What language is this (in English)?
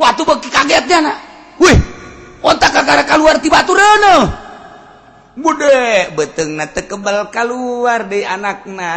Sundanese